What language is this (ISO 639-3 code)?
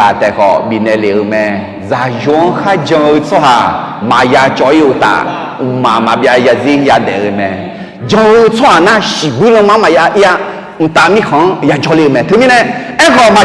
ahk